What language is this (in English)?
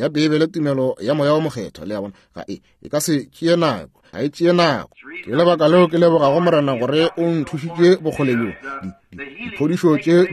Northern Sotho